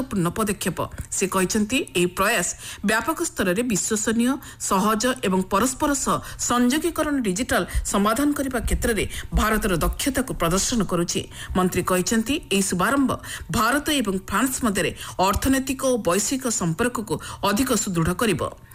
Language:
Odia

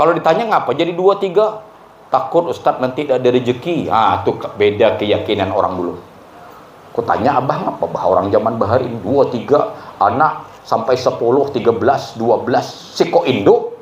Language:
Banjar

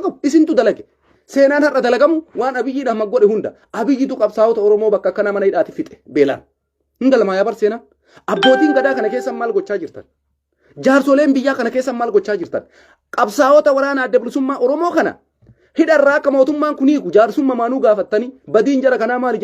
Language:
Oromo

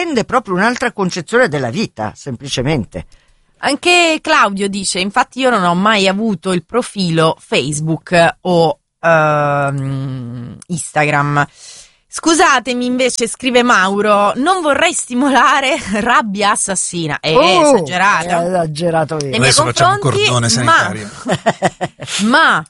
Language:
Italian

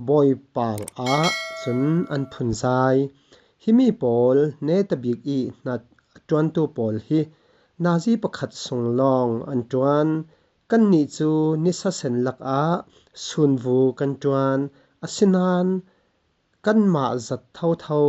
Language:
Falam Chin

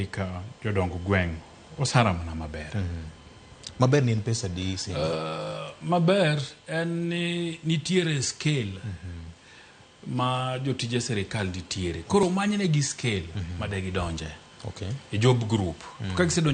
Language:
Luo (Kenya and Tanzania)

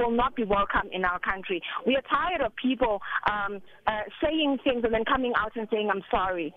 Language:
English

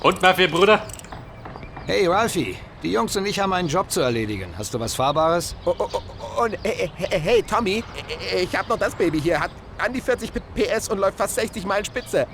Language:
Bavarian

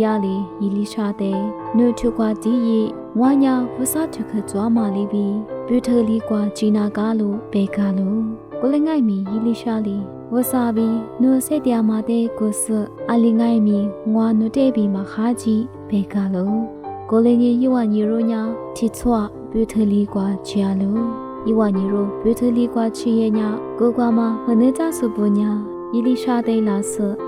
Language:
Lisu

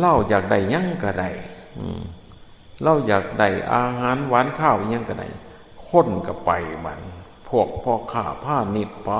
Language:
Northeastern Thai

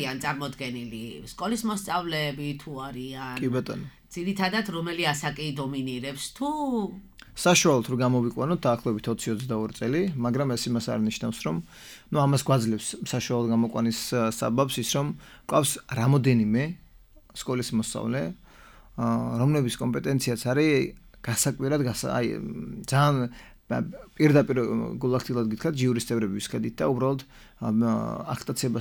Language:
Georgian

